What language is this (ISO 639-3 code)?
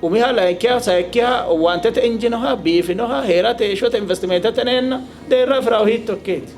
sid